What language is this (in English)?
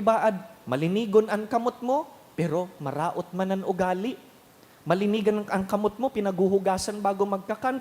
Bikol